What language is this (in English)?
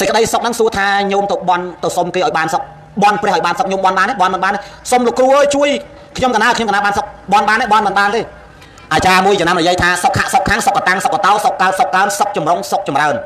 Khmer